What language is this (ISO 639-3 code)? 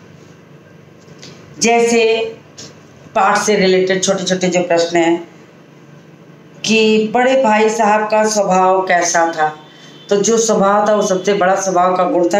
hin